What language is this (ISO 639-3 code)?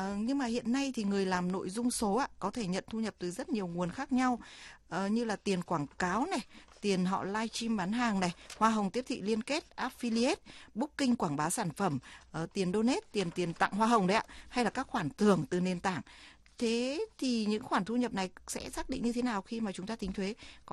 vie